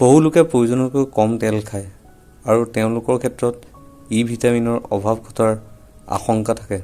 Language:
Assamese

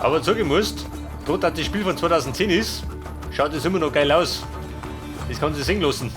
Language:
Bavarian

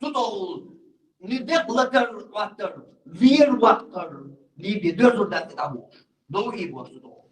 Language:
Chechen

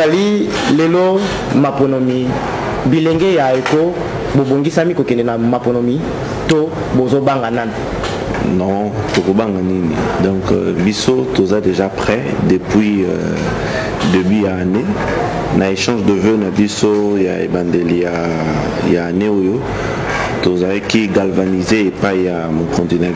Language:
Lingala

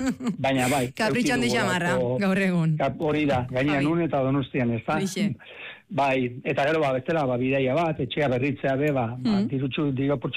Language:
Basque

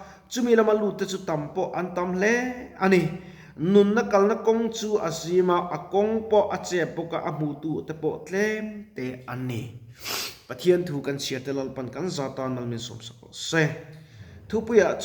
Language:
Mizo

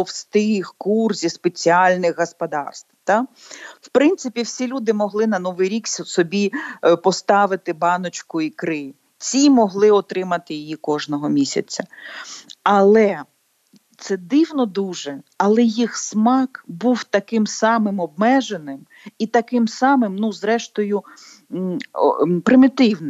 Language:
Ukrainian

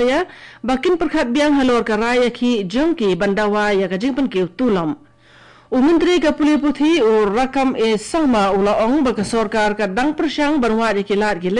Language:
Khasi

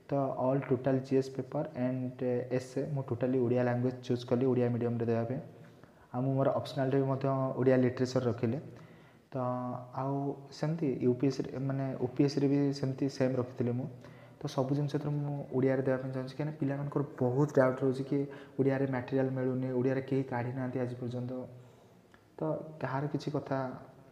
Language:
Odia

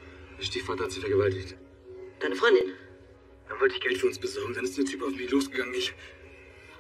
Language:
German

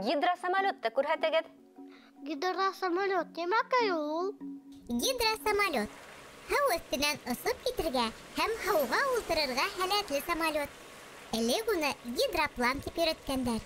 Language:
Bashkir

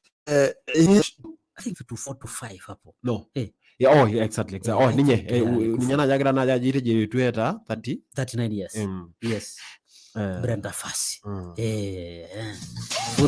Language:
Masai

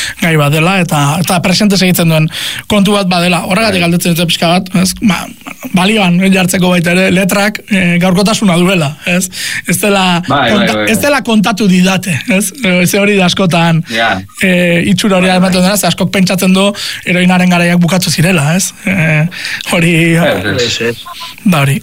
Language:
Basque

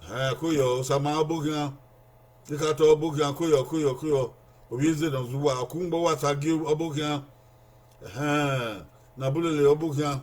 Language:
Bini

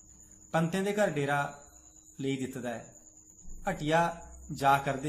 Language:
Dogri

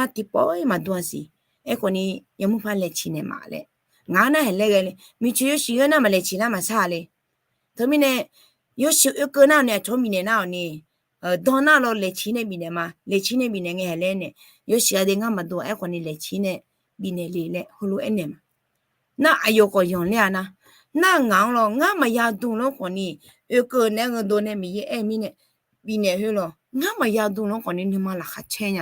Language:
Akha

